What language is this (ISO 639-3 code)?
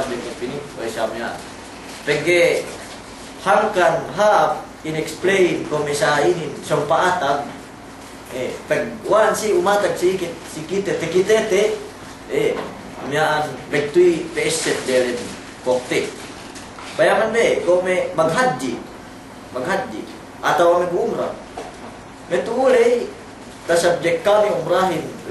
yka